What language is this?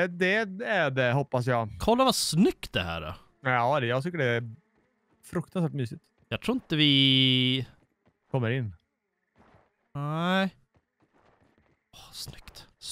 Swedish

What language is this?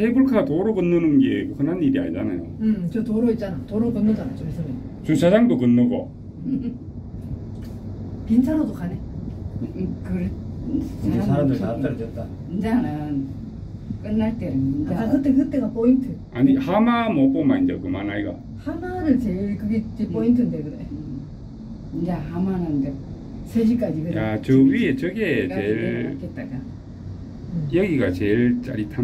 Korean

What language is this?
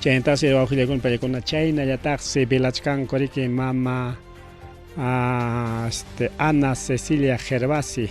Ayacucho Quechua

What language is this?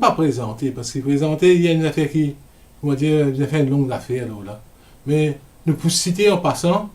Morisyen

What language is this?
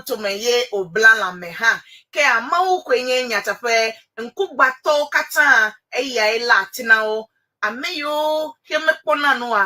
Ewe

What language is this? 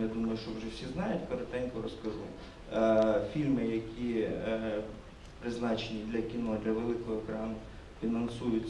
Ukrainian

